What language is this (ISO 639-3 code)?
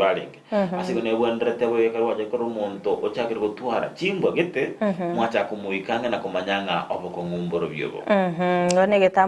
guz